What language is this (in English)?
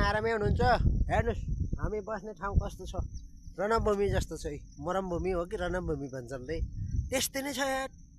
Nepali